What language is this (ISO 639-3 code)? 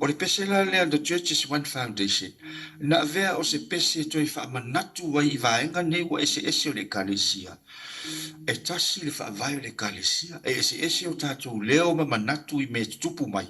smo